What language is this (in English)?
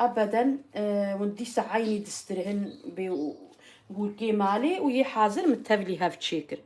Kurdish